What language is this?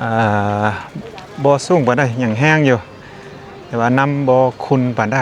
Lao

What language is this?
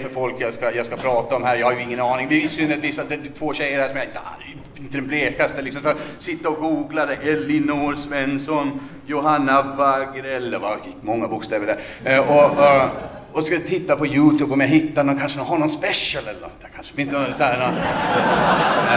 Swedish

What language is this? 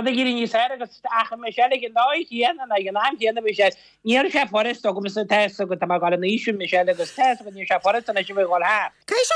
Irish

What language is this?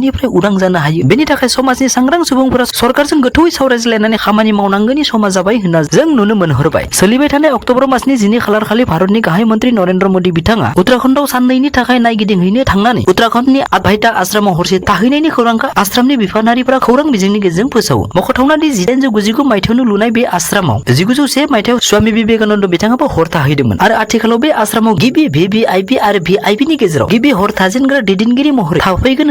Bodo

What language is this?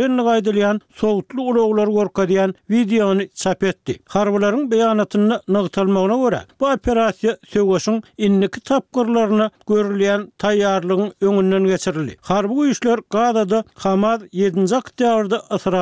Turkmen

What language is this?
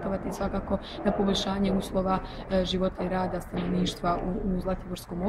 Serbian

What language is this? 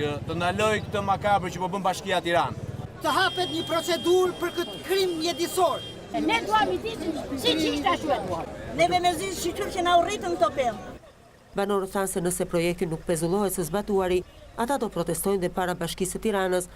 Albanian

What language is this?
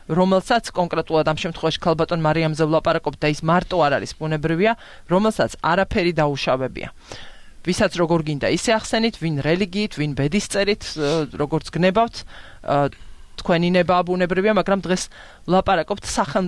Georgian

